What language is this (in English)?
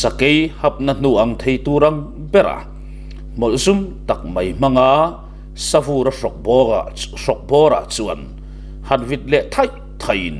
Mizo